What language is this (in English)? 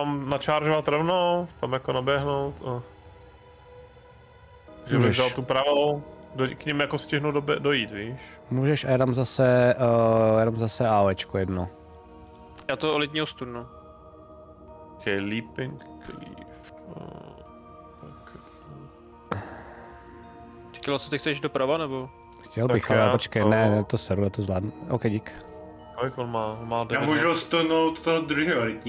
Czech